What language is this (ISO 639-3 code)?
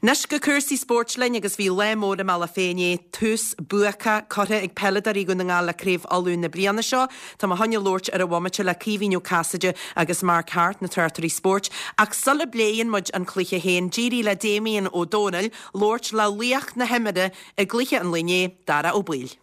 gle